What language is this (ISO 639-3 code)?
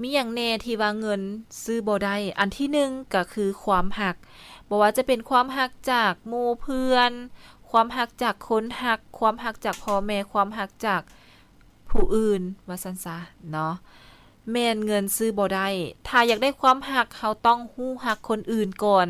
lao